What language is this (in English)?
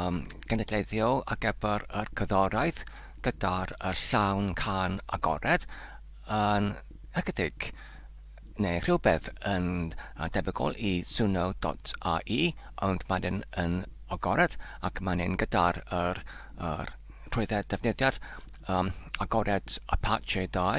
Welsh